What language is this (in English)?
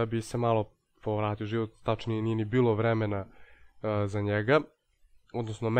Serbian